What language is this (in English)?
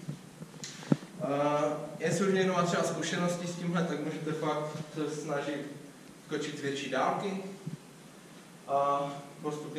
Czech